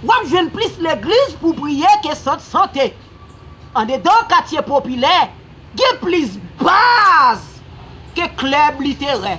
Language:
Haitian Creole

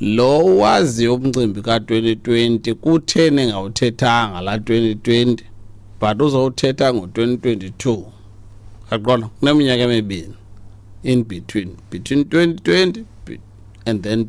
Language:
Xhosa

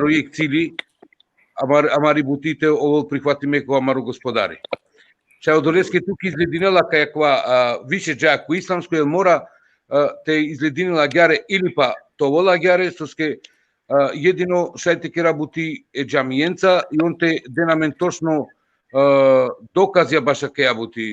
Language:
Balkan Romani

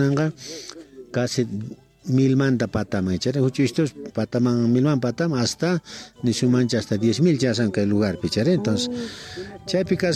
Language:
South Bolivian Quechua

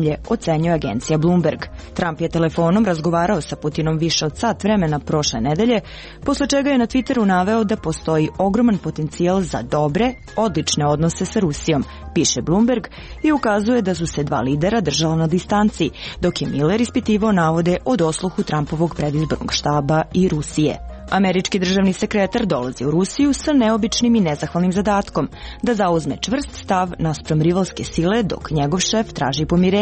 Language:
Serbian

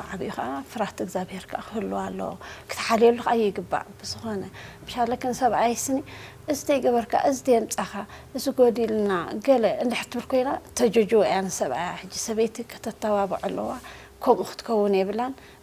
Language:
Tigrinya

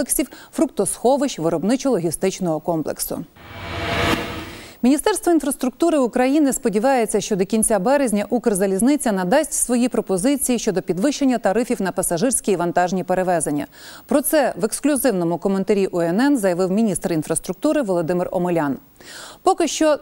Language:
Ukrainian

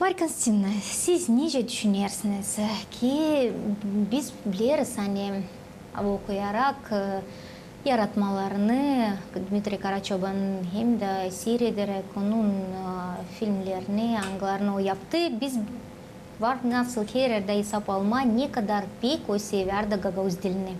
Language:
Gagauz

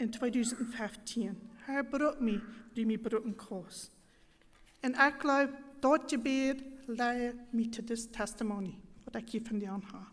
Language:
Plautdietsch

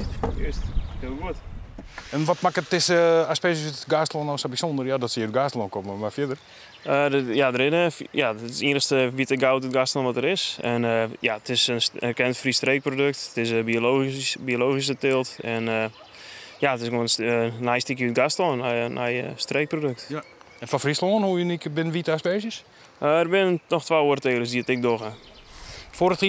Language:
Western Frisian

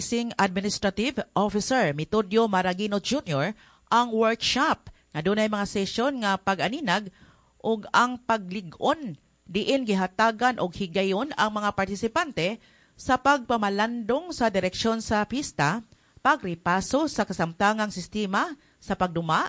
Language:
Cebuano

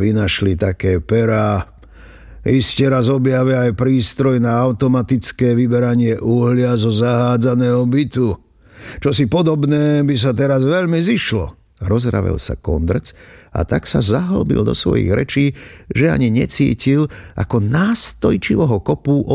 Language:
Slovak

